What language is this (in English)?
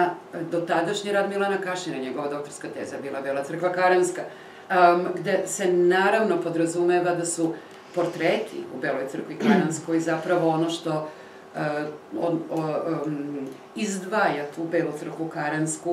Serbian